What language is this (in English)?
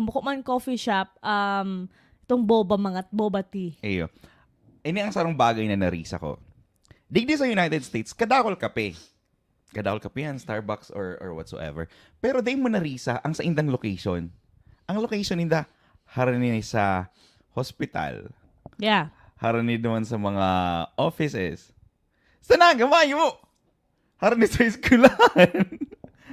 Bikol